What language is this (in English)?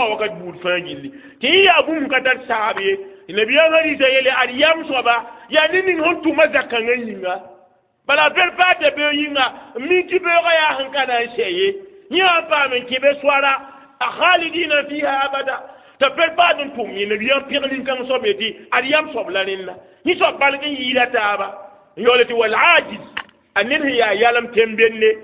Mossi